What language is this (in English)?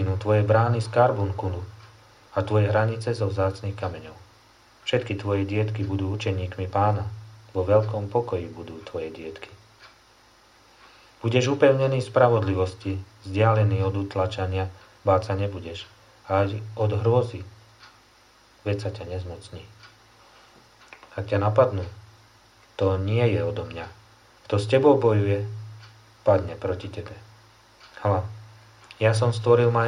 Slovak